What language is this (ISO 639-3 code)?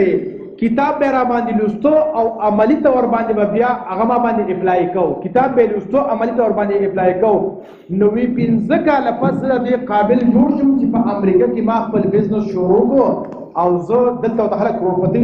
pus